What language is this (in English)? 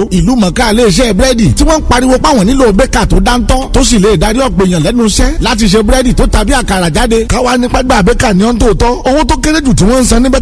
Yoruba